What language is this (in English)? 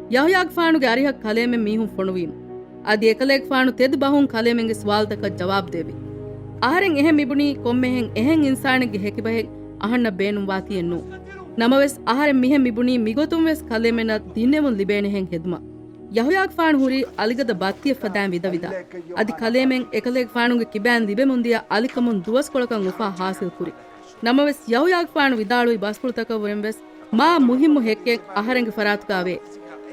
Divehi